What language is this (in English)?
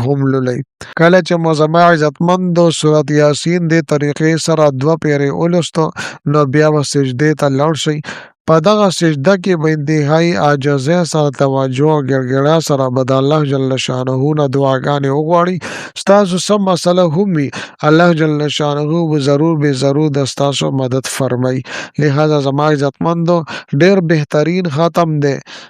Pashto